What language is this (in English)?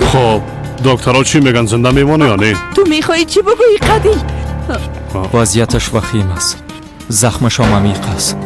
Persian